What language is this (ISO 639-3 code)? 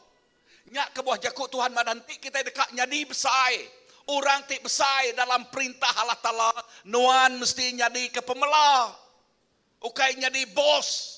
iba